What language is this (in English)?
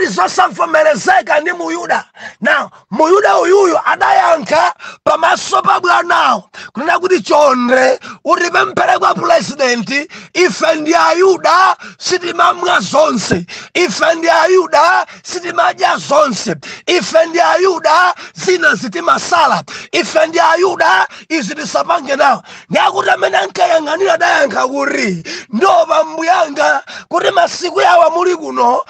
Nyanja